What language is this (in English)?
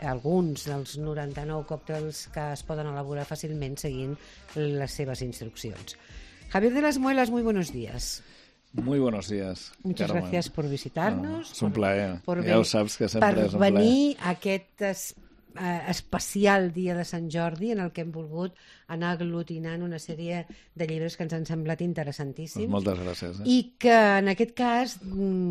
Catalan